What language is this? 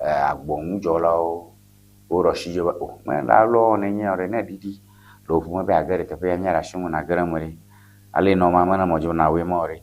Ewe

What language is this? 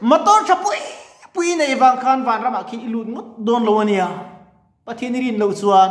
Mizo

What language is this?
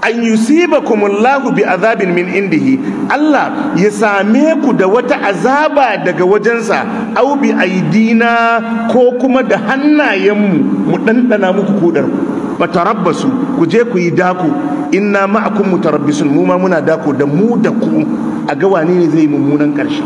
Hausa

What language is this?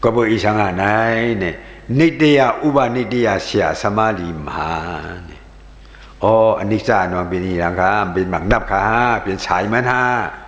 Shan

